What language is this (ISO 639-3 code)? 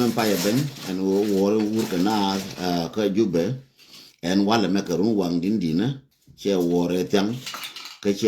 nus